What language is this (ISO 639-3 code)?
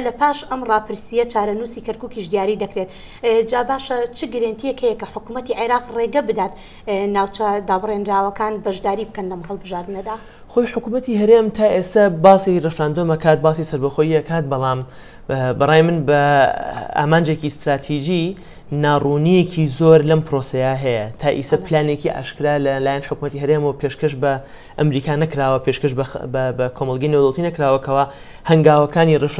ckb